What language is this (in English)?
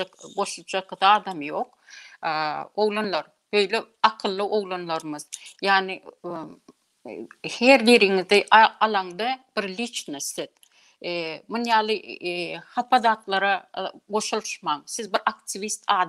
Turkmen